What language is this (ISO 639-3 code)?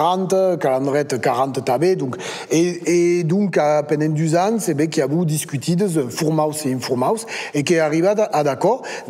oci